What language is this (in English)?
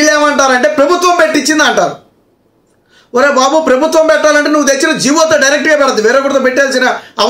Telugu